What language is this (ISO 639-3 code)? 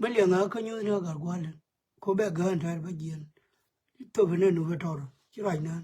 nus